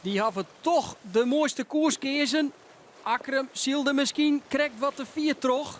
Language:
Western Frisian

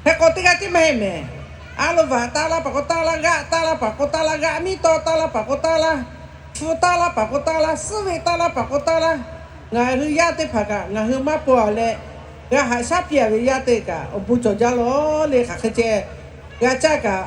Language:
Lahu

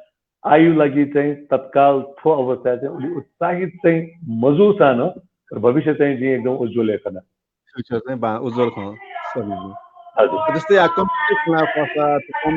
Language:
Newari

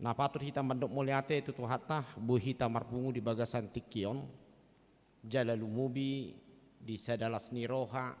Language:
Batak Toba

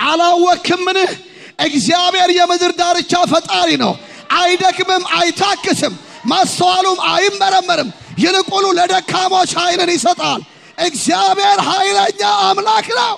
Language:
Amharic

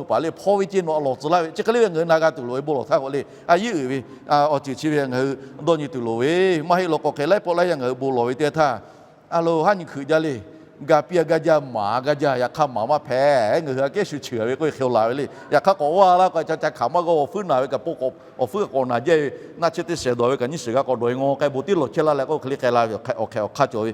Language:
Lahu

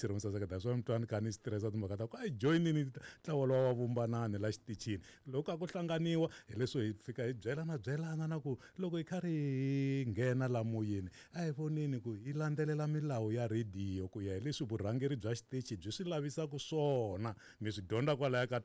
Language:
Tsonga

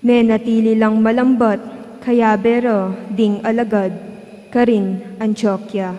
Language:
Pampanga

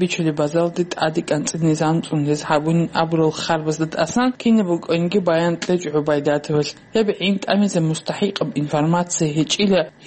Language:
Avaric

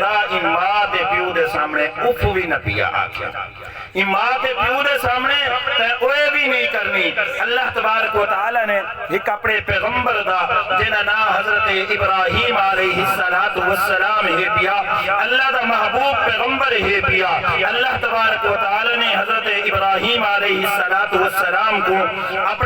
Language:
Saraiki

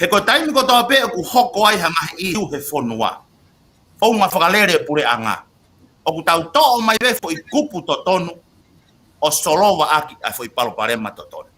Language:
Tongan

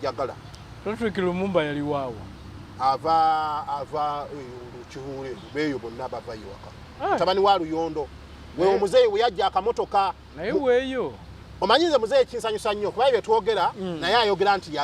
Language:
Ganda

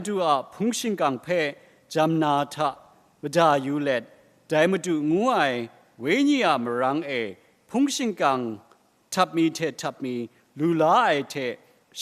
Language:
Kachin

